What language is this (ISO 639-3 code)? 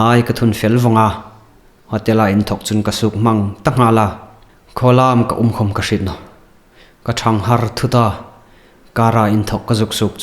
hmr